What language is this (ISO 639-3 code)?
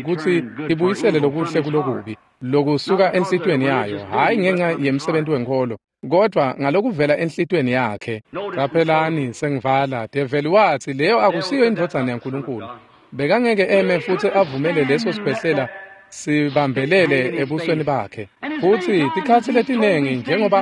ssw